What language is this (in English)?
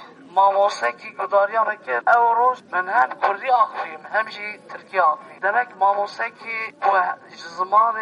Kurdish